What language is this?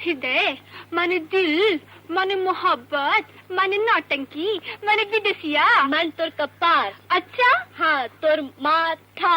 Magahi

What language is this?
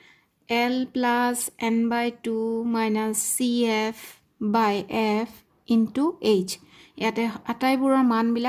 Assamese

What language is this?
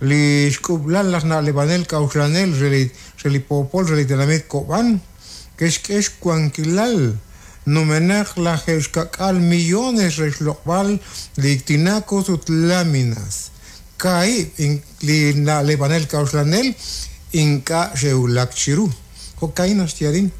Kekchí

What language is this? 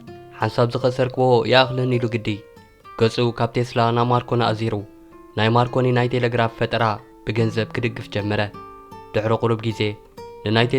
Tigrinya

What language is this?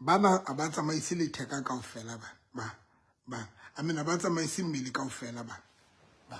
Southern Sotho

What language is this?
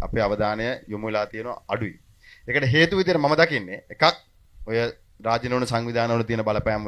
Sinhala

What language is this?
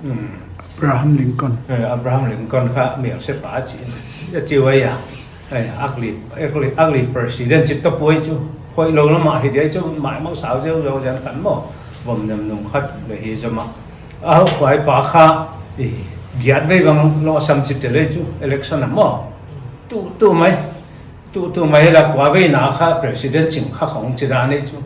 Paite Chin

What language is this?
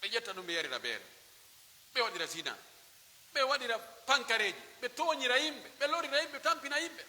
Pular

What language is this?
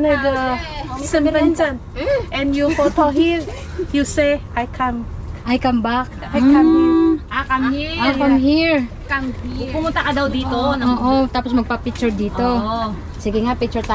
Filipino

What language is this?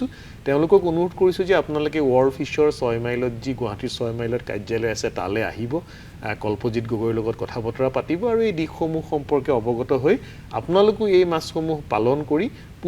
Assamese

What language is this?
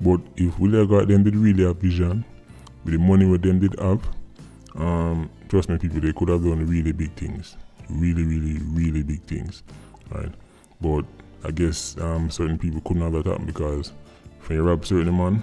Jamaican Creole English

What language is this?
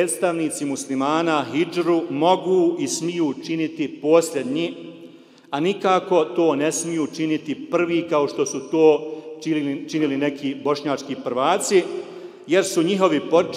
Bosnian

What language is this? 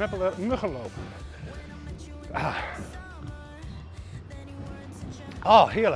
Dutch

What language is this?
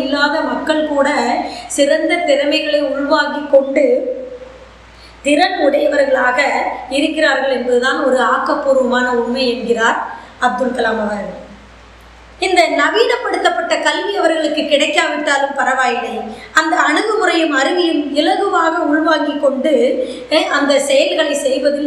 Tamil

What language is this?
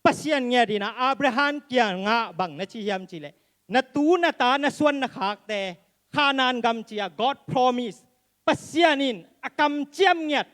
Tedim Chin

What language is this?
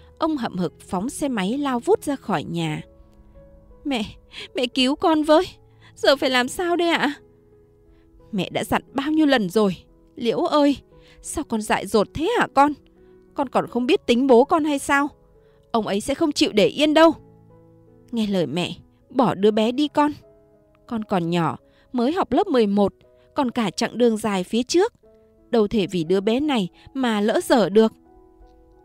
Vietnamese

